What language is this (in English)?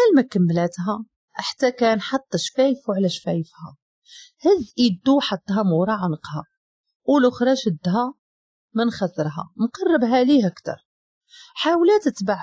Moroccan Arabic